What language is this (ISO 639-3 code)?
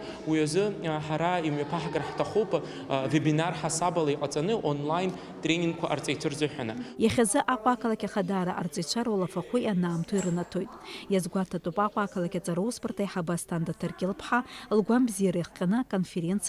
abk